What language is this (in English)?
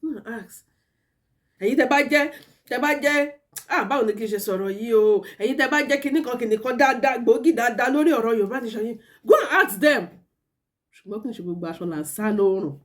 Yoruba